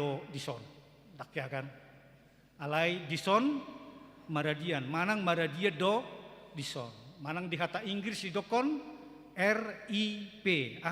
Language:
Batak Toba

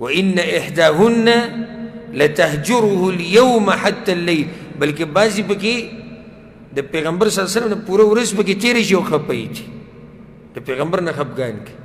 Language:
Pashto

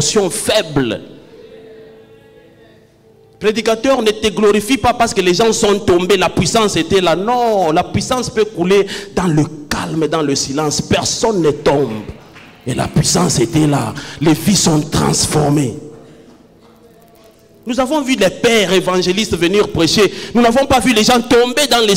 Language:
French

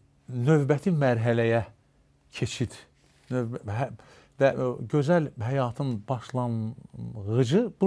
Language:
Azerbaijani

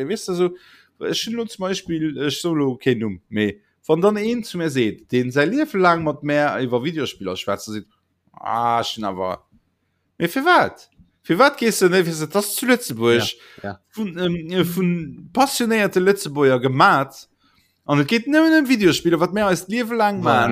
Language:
Luxembourgish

